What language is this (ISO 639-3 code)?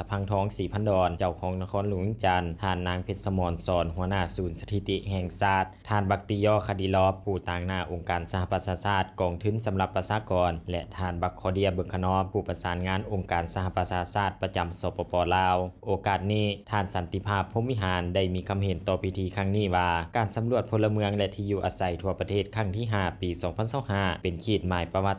lao